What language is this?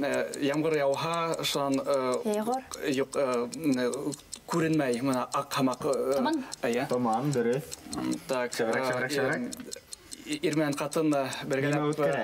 Bashkir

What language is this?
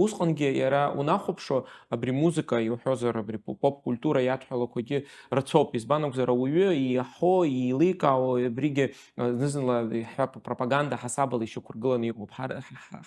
Abkhazian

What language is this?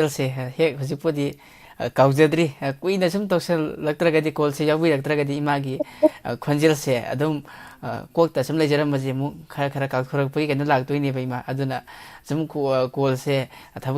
Manipuri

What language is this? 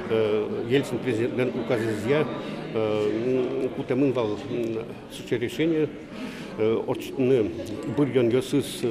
Udmurt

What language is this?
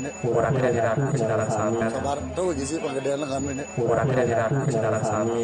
Balinese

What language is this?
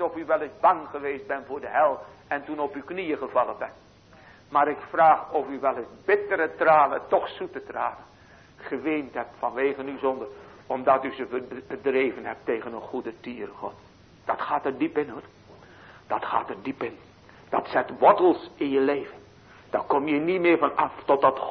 Dutch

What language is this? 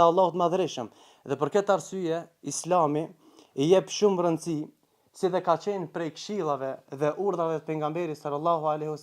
Albanian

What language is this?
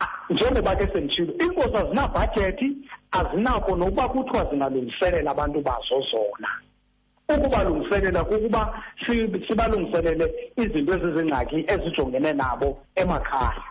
Xhosa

